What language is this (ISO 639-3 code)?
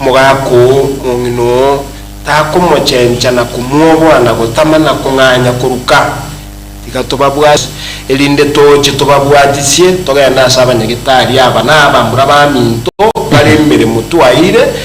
guz